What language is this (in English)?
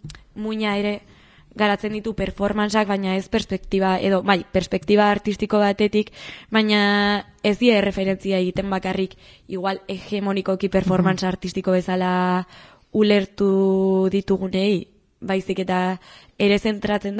Basque